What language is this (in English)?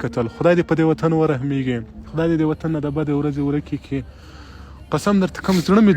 Pashto